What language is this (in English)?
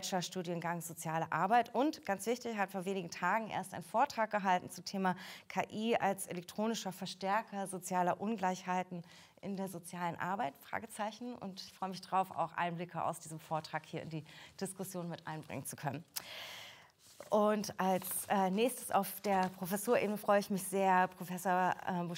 German